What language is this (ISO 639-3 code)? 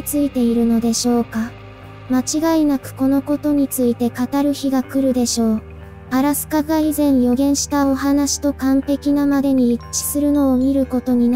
jpn